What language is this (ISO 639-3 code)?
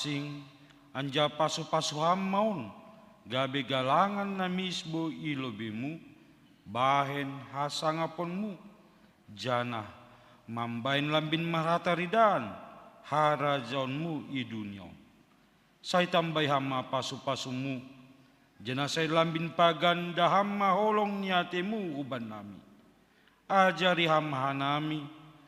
bts